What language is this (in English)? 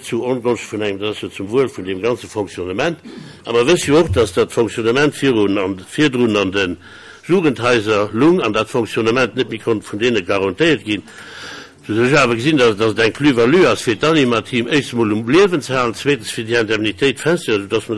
Luxembourgish